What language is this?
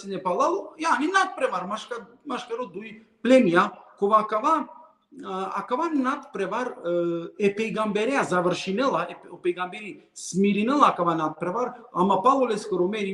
Balkan Romani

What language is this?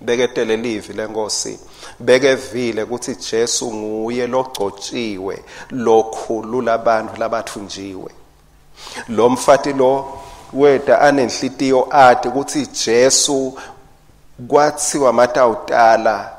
Swati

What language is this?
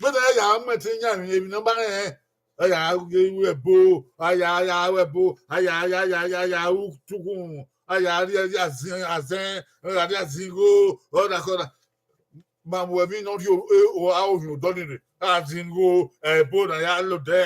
Bini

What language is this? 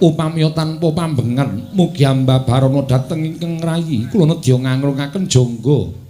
Javanese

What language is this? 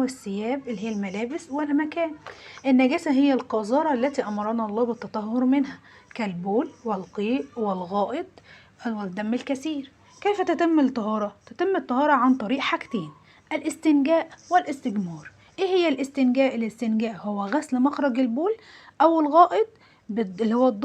Egyptian Arabic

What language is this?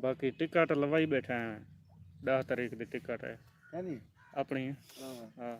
Saraiki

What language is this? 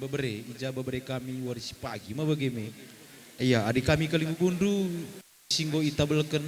Batak Karo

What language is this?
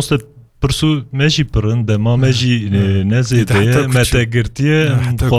Kurdish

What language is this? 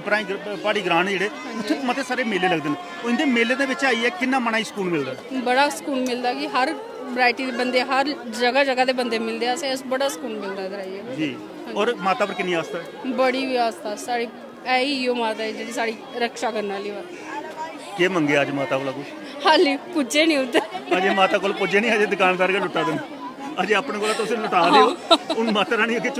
Dogri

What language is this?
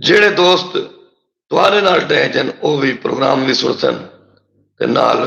Saraiki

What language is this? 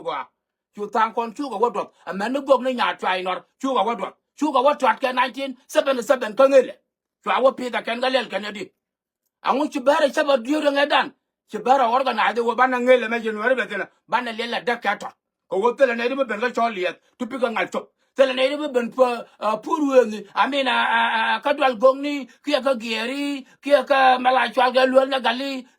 Nuer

